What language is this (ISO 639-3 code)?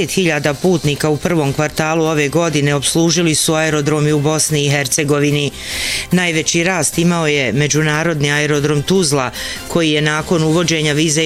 bos